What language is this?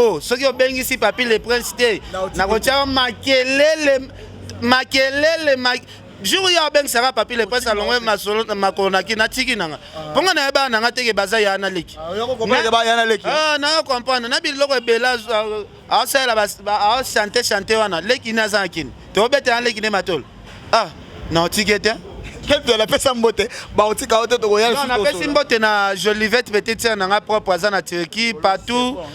Lingala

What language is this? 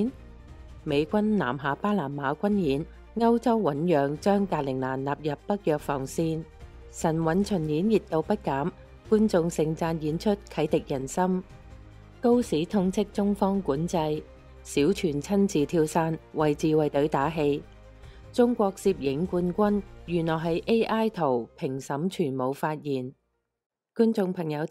Cantonese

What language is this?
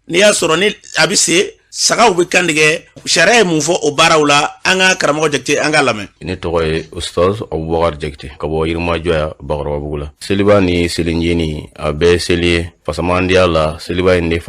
Bambara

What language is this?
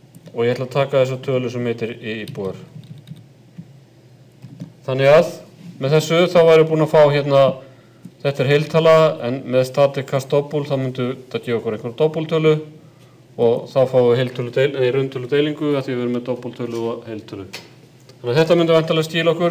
Icelandic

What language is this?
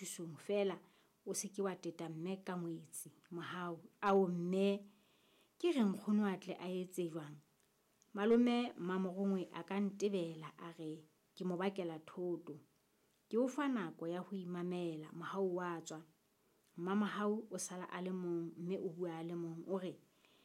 Southern Sotho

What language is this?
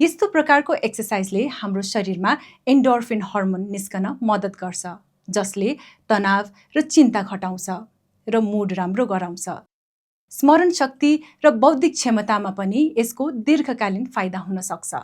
Nepali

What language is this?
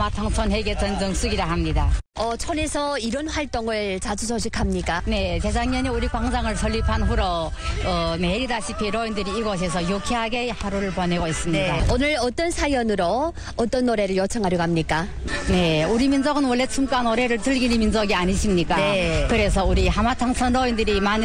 Korean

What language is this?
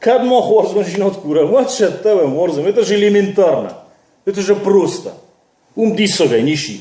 Ossetic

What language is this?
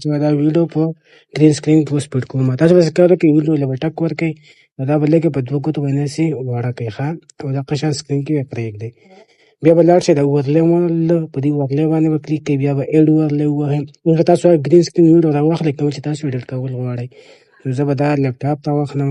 Pashto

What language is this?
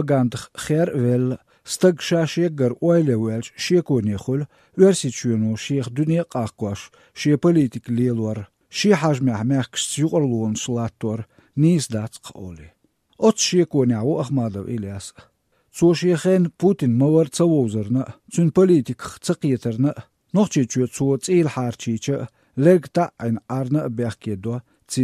Chechen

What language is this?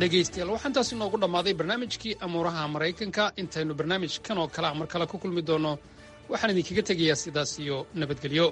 Somali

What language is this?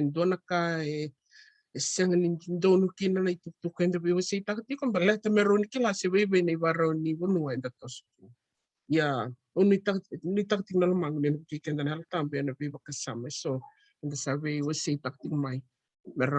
Fijian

